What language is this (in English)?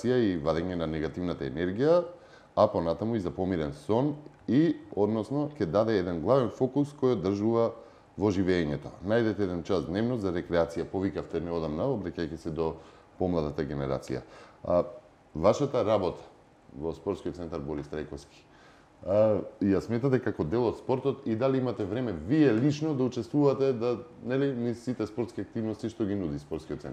Macedonian